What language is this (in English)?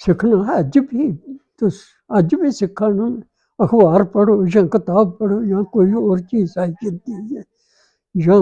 Dogri